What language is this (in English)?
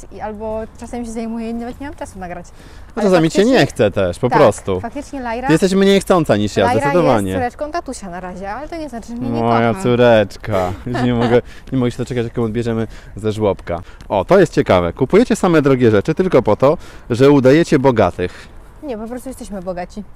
Polish